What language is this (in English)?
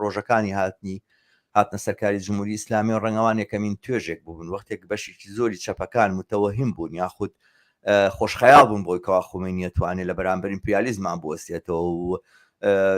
Central Kurdish